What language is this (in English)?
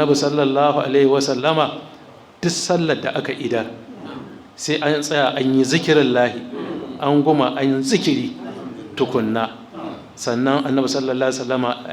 Hausa